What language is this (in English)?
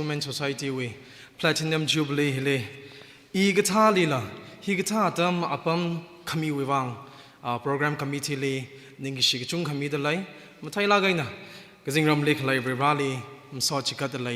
Tangkhul Naga (India)